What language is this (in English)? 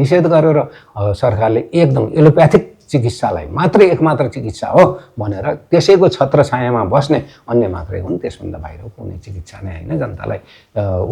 Nepali